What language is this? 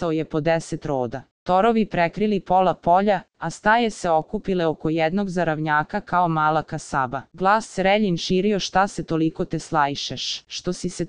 Serbian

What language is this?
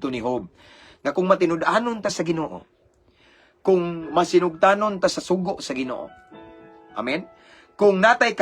Cebuano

